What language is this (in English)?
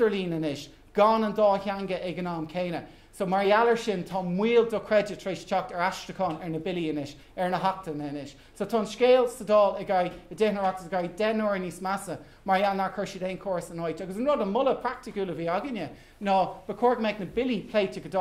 Irish